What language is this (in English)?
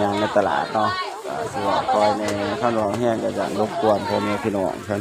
Northeastern Thai